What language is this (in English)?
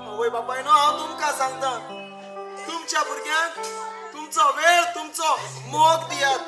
Konkani